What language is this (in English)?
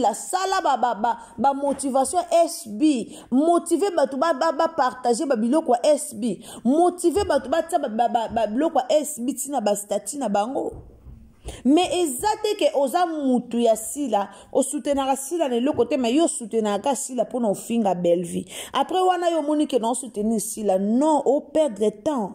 Lingala